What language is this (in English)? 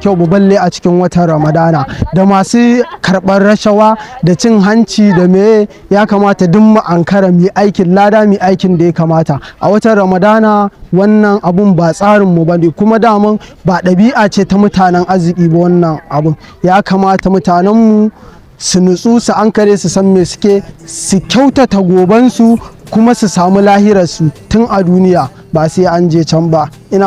Hausa